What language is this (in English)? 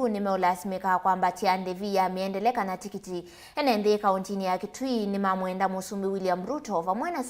Kamba